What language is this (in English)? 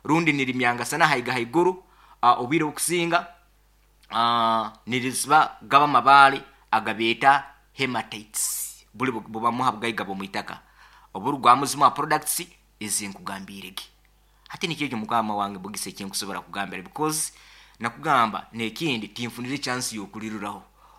Nyoro